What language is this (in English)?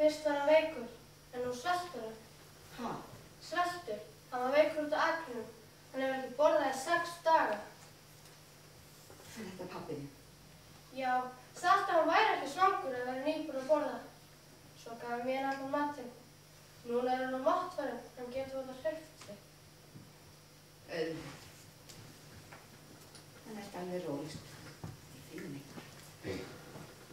Icelandic